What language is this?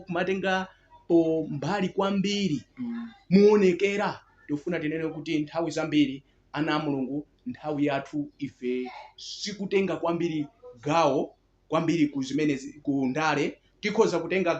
Nyanja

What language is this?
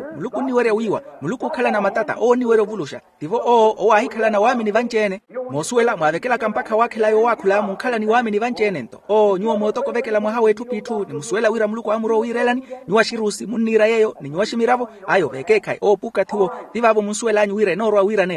Makhuwa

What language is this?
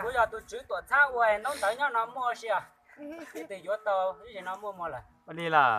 Hmong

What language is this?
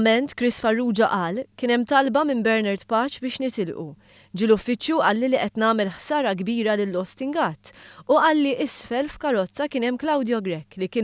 Maltese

